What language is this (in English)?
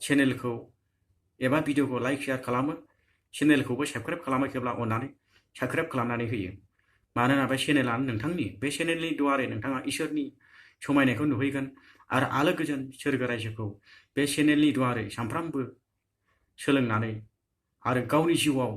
Bodo